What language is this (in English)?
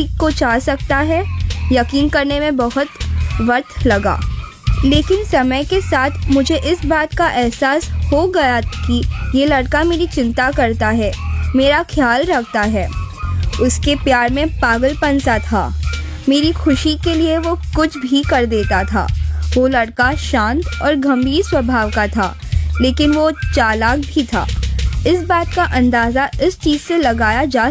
Hindi